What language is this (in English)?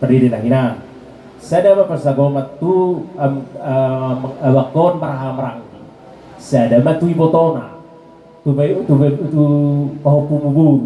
Batak Toba